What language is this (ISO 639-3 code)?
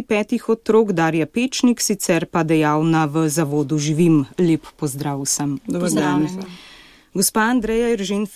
slv